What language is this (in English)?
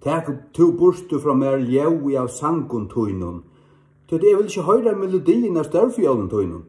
Faroese